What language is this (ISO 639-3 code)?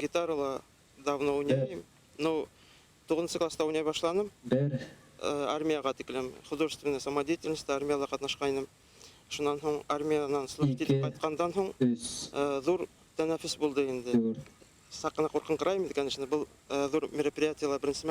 bak